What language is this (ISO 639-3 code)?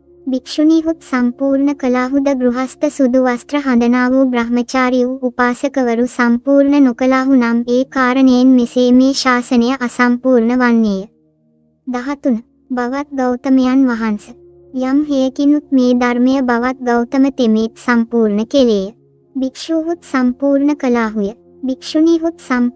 sin